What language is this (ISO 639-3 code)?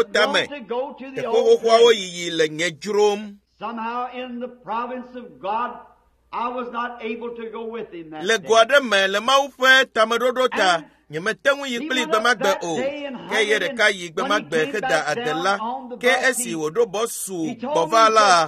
ewe